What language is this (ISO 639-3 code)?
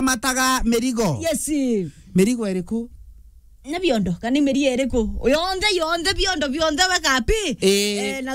mer